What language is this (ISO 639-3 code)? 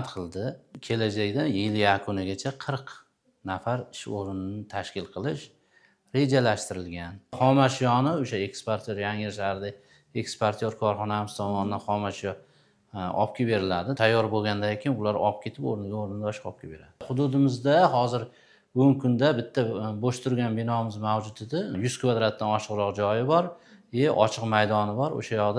uzb